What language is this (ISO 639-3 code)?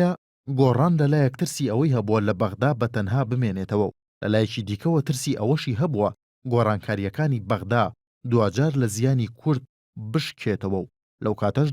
ckb